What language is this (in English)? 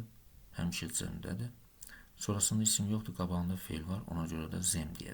Azerbaijani